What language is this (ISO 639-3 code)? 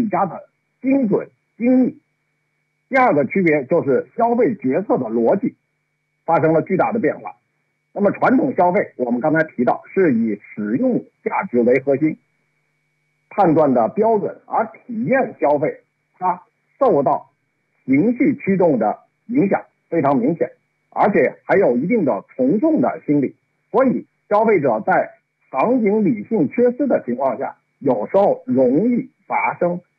zho